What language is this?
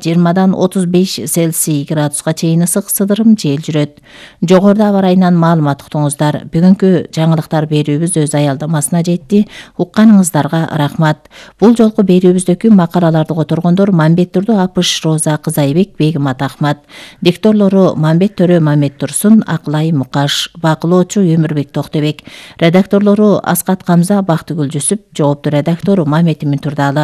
Kyrgyz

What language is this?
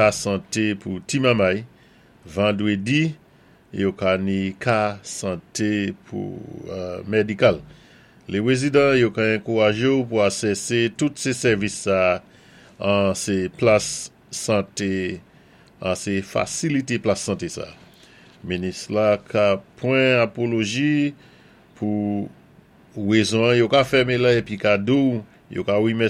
Saint Lucian Creole French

